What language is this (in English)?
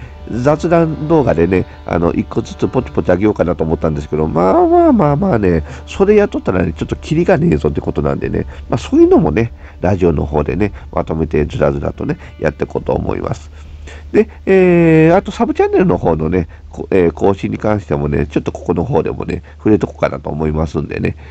Japanese